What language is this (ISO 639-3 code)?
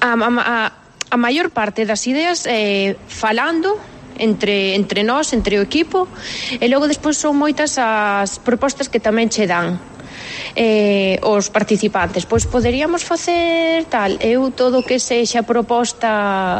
glg